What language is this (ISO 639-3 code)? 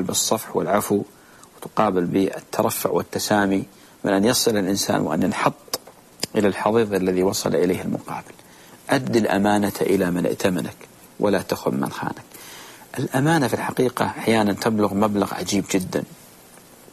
ara